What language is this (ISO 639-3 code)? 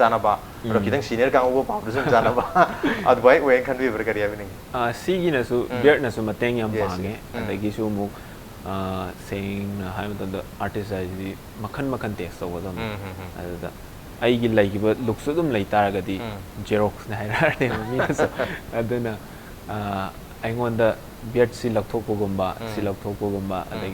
mni